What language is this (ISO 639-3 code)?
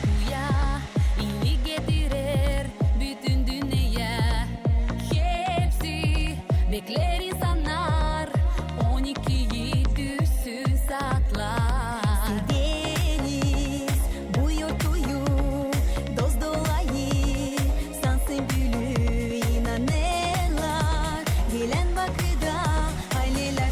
gag